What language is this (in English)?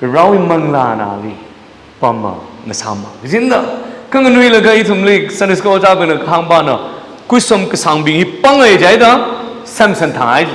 Tangkhul Naga (India)